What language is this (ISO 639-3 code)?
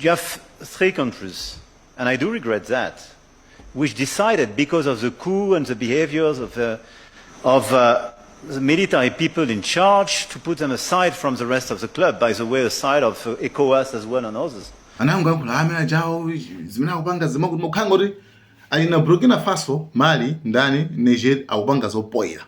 nya